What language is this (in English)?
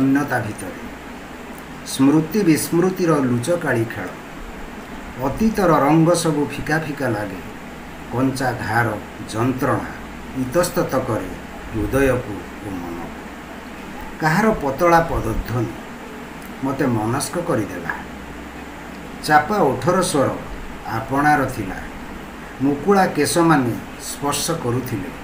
Odia